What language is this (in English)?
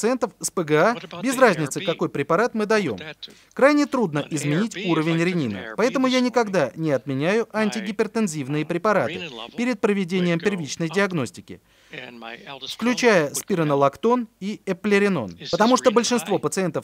Russian